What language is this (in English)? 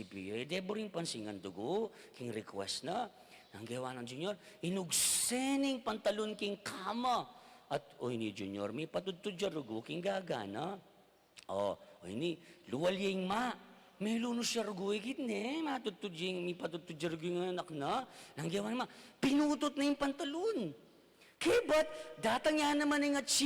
Pampanga